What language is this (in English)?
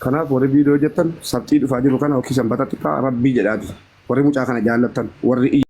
Oromo